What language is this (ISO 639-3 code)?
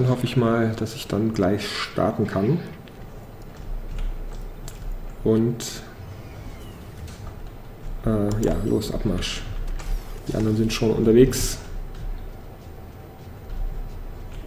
deu